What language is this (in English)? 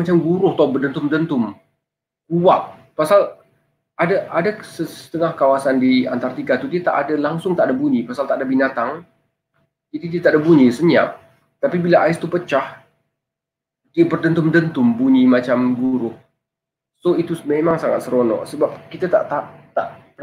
Malay